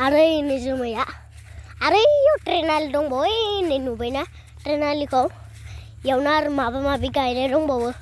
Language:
Bodo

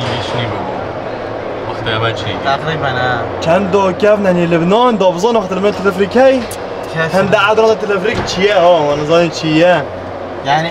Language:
Kurdish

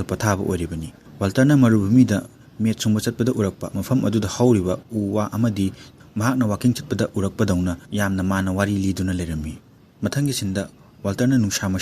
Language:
Manipuri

